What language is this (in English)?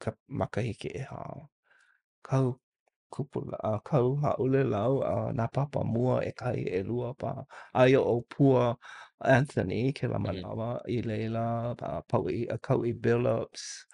Hawaiian